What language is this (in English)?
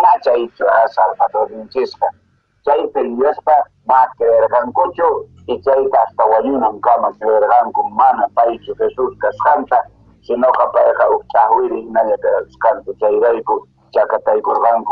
Quechua